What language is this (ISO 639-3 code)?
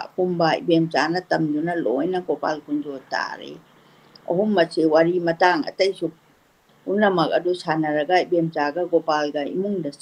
mni